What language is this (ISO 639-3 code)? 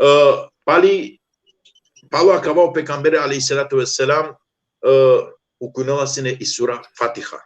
rmn